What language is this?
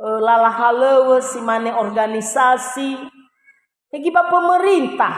Nias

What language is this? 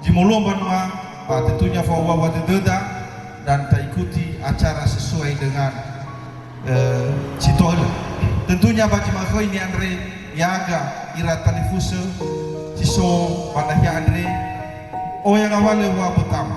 Nias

